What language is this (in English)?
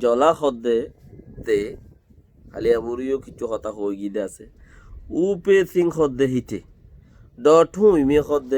Rohingya